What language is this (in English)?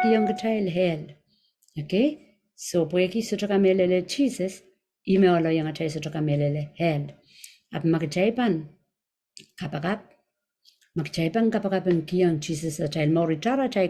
Pohnpeian